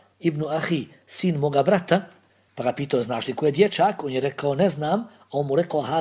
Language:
Bosnian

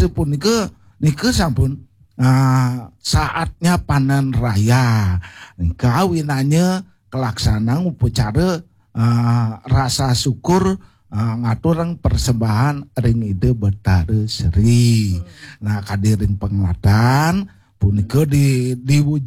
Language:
Balinese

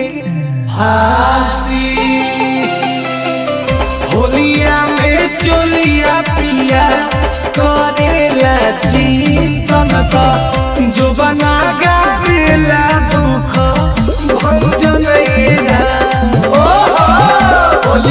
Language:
Bhojpuri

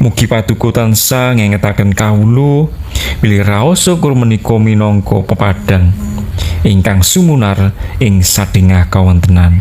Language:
Javanese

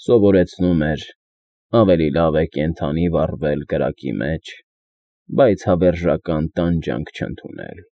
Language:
Armenian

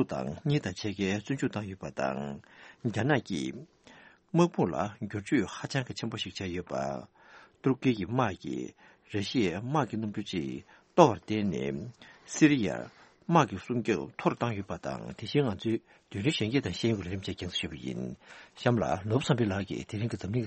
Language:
Tibetan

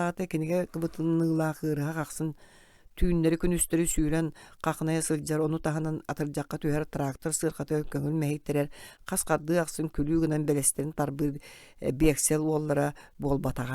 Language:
Yakut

